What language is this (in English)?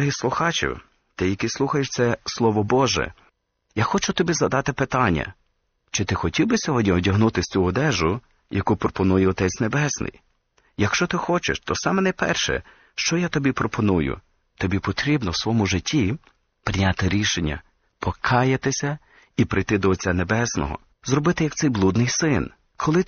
Ukrainian